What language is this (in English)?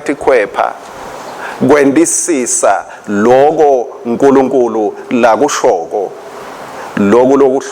Swati